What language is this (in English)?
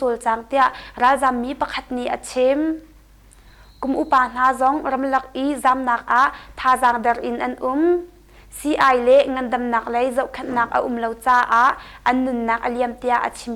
Hakha Chin